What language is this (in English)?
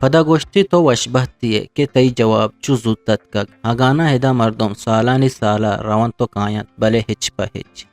Eastern Balochi